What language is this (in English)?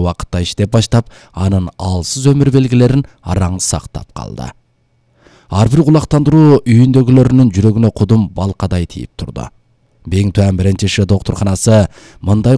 Kyrgyz